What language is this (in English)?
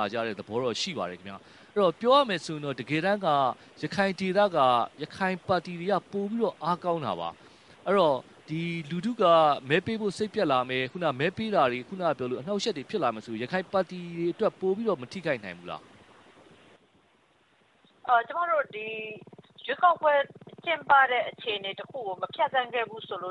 Burmese